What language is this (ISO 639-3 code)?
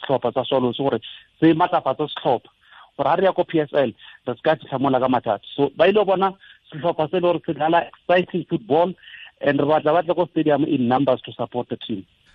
tsn